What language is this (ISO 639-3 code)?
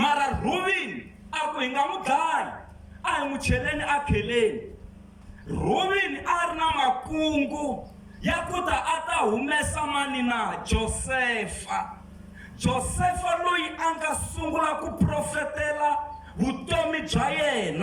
tso